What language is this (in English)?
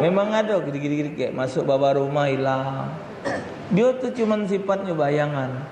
Musi